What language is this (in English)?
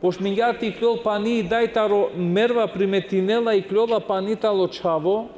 Balkan Romani